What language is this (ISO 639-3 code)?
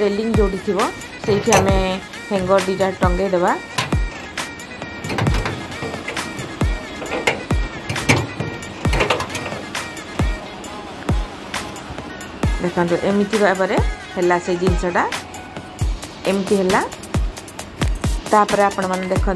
ori